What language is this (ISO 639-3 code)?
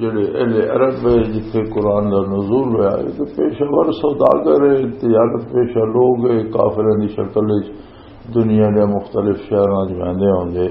lah